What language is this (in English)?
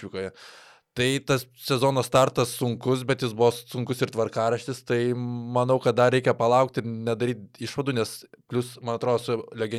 Lithuanian